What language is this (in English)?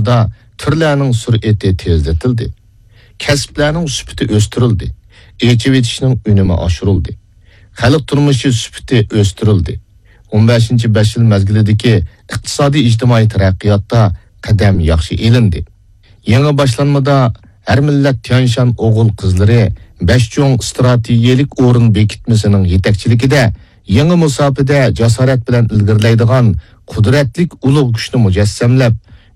Uyghur